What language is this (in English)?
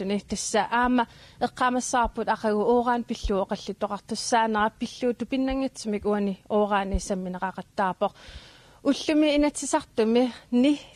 Kalaallisut